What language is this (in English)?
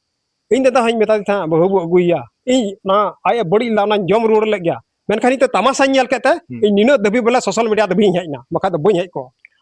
Santali